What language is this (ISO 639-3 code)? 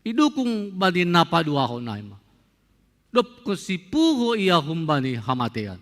bts